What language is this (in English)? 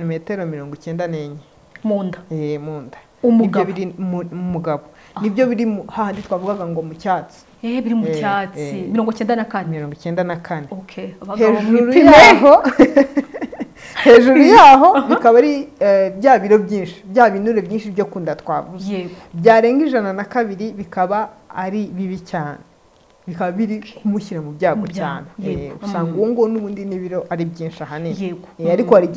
Kinyarwanda